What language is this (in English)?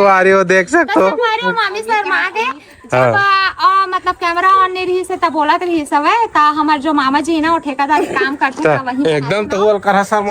Chhattisgarhi